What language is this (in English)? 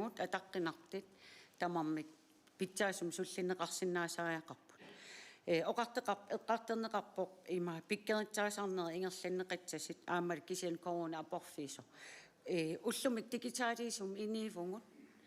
Kalaallisut